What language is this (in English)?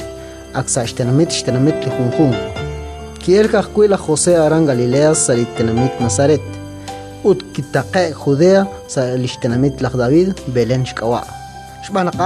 Kekchí